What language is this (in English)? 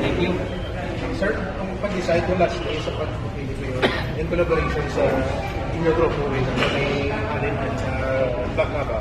Hiligaynon